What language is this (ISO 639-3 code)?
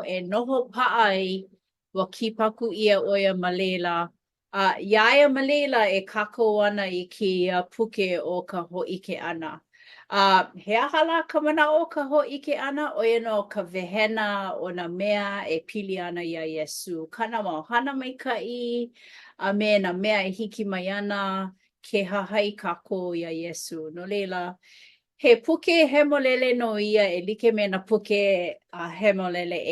haw